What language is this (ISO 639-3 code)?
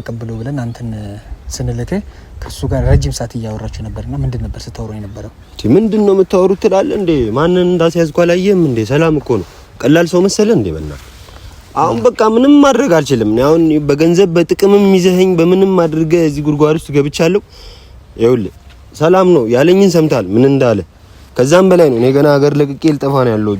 amh